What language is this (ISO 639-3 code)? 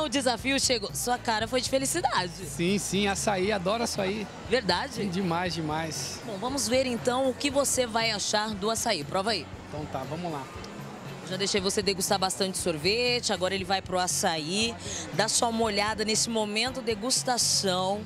por